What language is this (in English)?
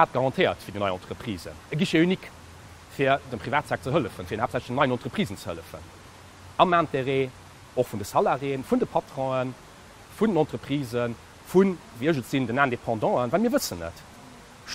Luxembourgish